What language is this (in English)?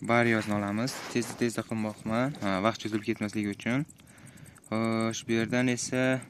Uzbek